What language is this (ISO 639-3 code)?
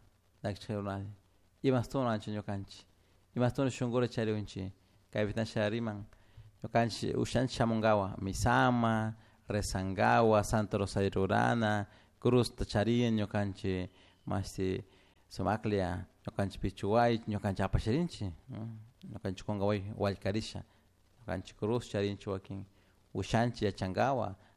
qug